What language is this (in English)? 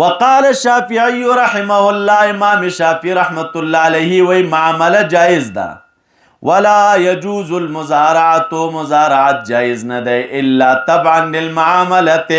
Pashto